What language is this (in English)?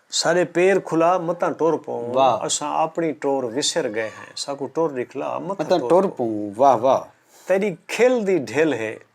Saraiki